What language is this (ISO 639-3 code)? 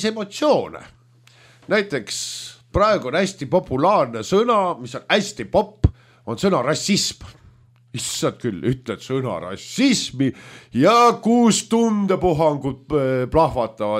est